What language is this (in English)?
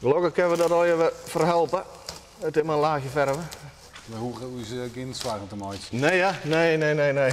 Western Frisian